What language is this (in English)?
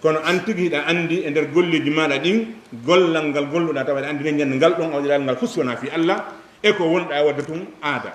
Fula